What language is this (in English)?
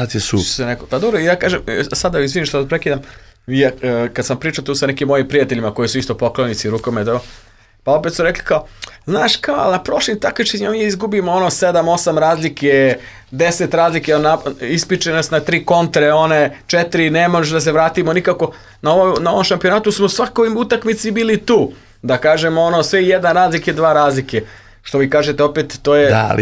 Serbian